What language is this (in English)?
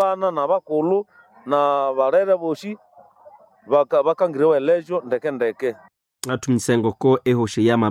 Nande